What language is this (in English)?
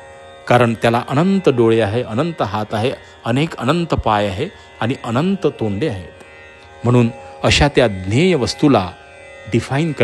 Marathi